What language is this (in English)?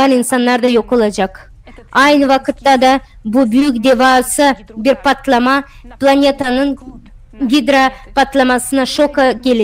Gagauz